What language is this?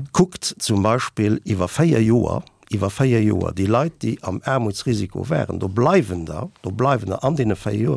Luxembourgish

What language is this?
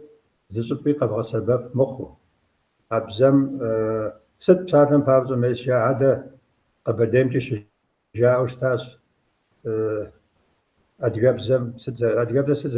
Kabardian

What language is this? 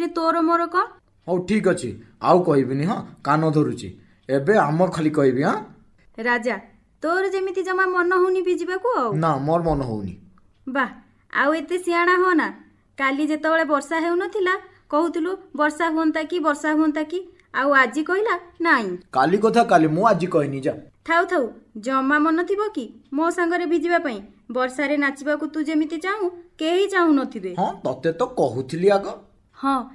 Odia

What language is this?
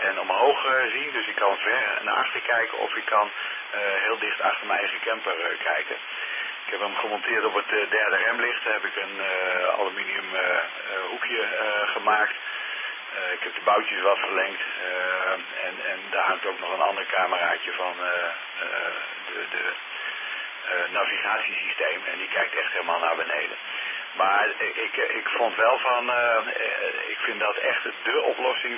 Dutch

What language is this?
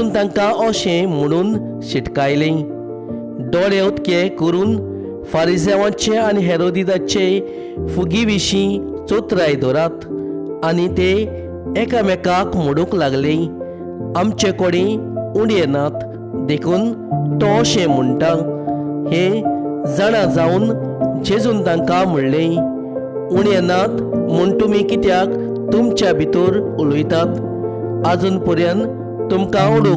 Konkani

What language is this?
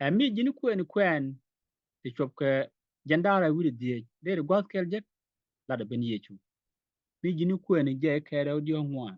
Nuer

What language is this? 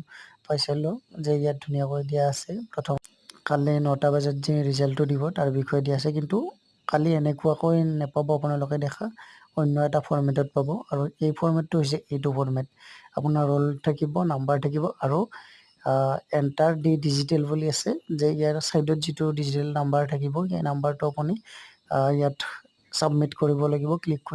Assamese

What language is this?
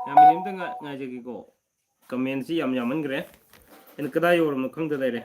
Manipuri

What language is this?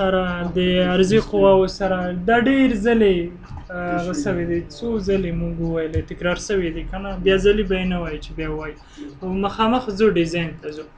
Pashto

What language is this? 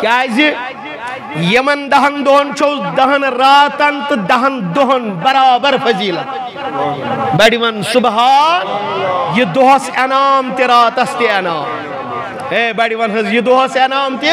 Kashmiri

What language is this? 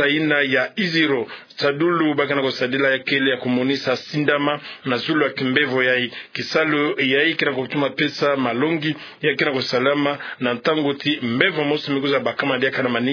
Kituba (Democratic Republic of Congo)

